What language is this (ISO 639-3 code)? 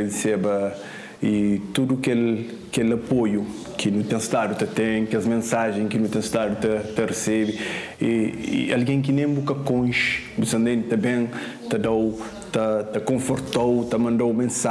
kea